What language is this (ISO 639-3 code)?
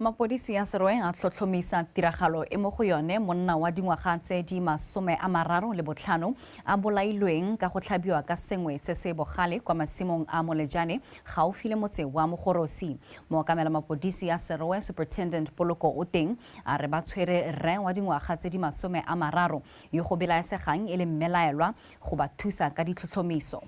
tsn